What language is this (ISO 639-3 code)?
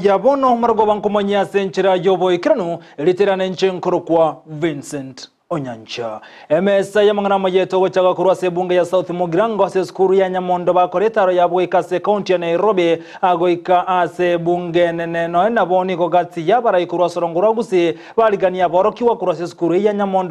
guz